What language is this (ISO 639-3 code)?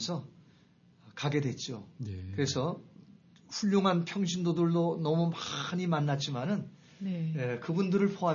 kor